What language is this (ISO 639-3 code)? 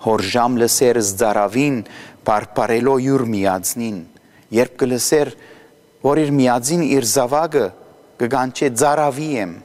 hye